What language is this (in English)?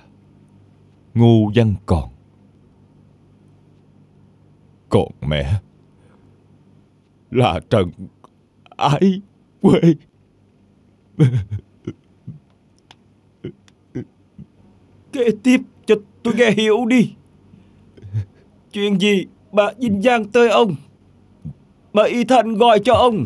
Vietnamese